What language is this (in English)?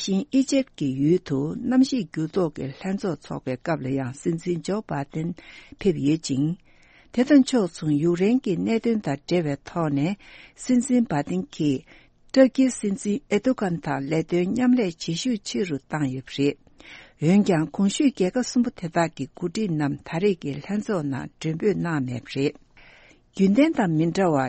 Tibetan